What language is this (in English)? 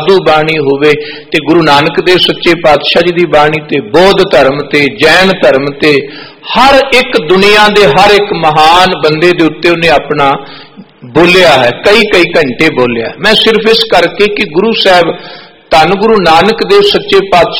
Punjabi